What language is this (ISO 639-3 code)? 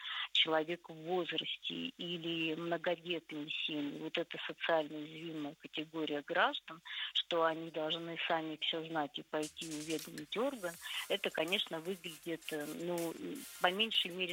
rus